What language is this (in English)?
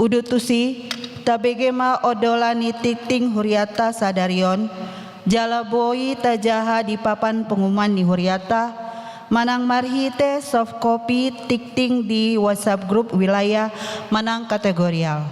Batak Toba